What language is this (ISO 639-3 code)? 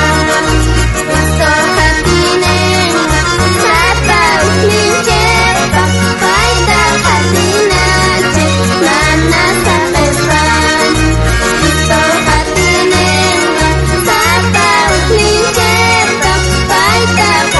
quh